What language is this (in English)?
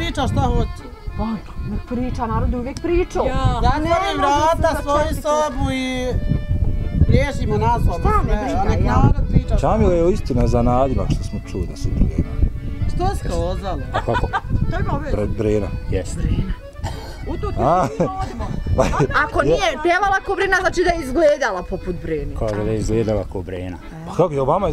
Bosnian